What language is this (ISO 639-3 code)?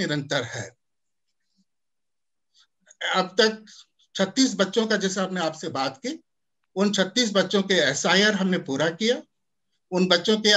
hin